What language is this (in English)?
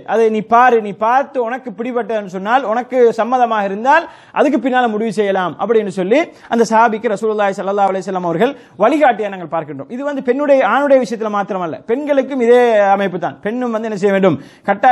Tamil